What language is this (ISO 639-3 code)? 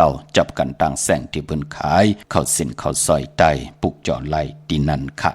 shn